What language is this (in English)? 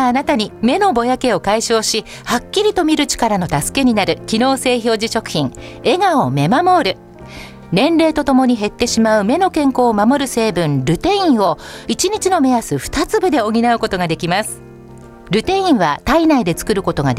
Japanese